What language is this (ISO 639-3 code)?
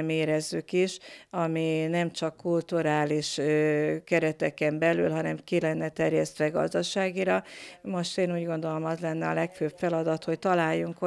hun